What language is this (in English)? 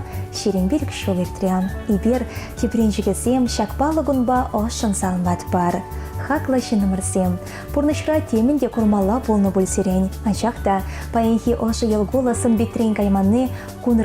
Chuvash